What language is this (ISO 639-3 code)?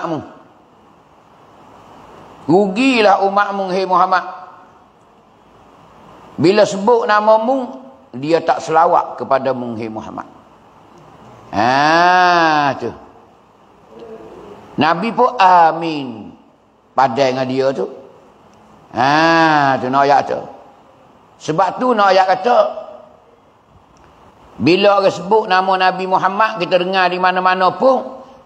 mfa